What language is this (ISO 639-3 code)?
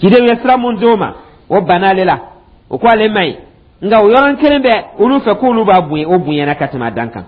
dyu